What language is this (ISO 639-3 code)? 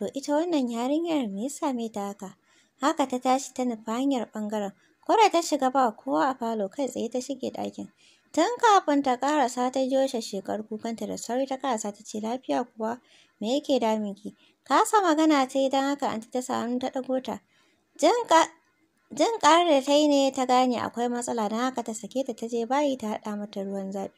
hau